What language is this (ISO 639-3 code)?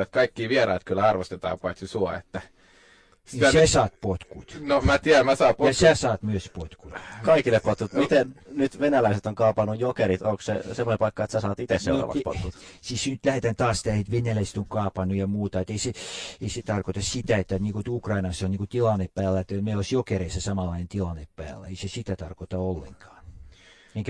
fin